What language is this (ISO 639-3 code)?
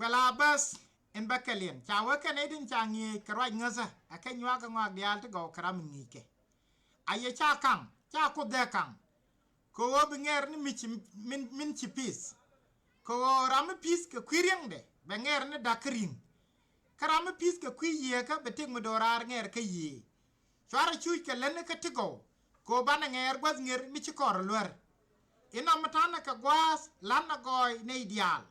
nus